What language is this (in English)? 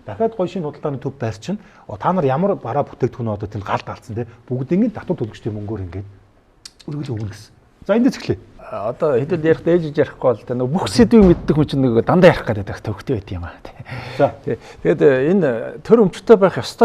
Mongolian